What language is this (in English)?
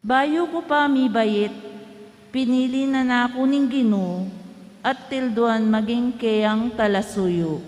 Pampanga